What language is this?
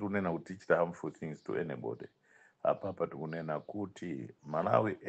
Nyanja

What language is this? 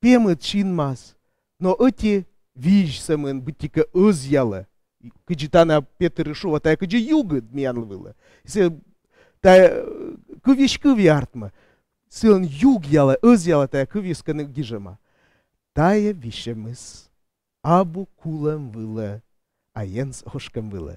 Komi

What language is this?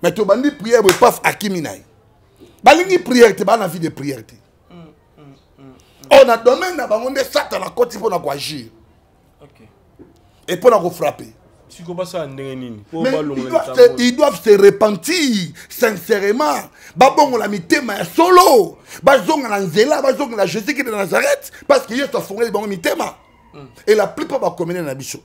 Lingala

